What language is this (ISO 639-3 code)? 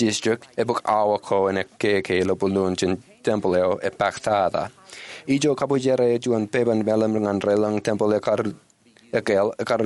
mah